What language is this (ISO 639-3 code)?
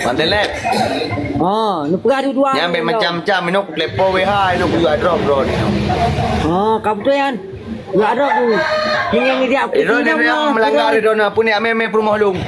ace